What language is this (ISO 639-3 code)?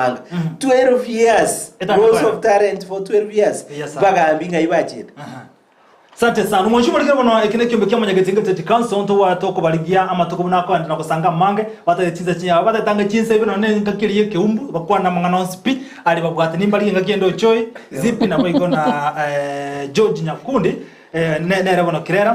guz